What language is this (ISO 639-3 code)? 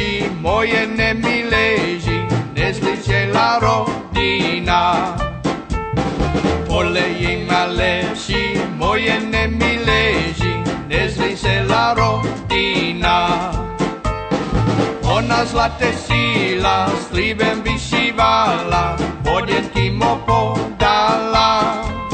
slk